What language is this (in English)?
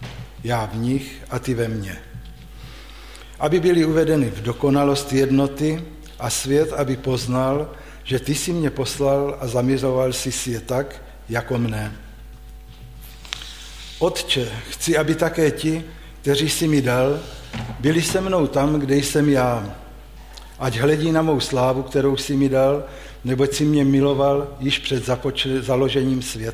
Czech